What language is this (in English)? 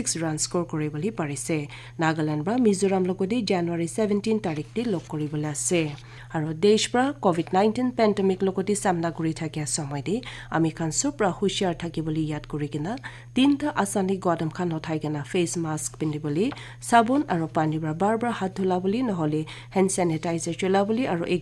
Naga Pidgin